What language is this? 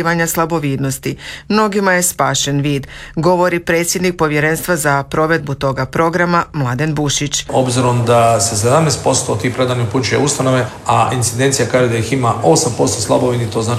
Croatian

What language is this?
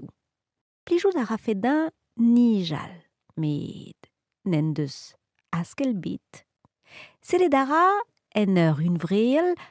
Breton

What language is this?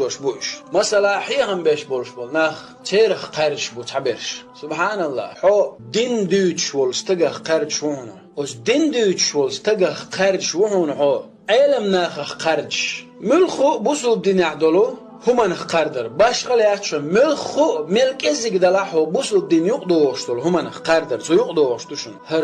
Chechen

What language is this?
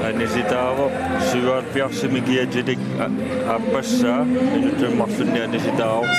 Kalaallisut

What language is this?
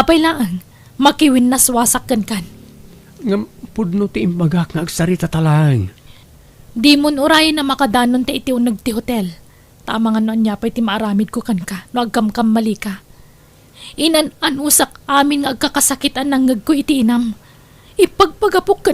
Iloko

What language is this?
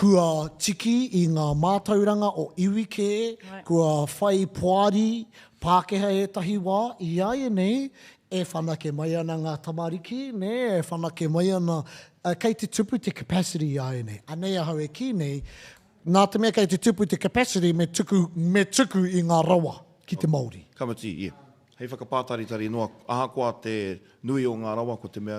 Māori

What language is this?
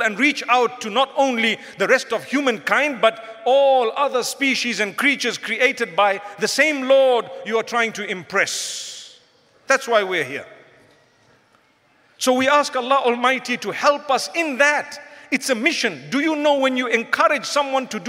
English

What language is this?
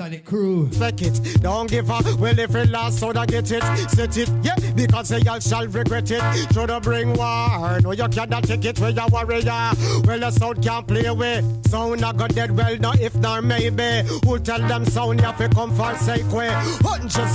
Jamaican Creole English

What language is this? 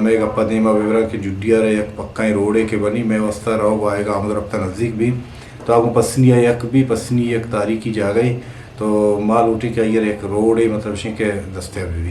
Eastern Balochi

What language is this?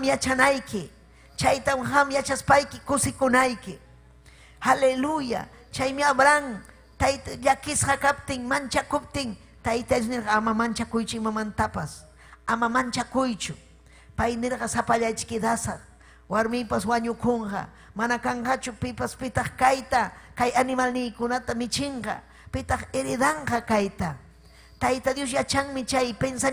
Ayacucho Quechua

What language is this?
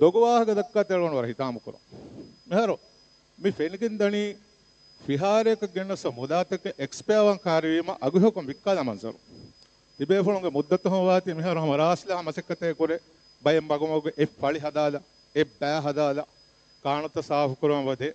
Divehi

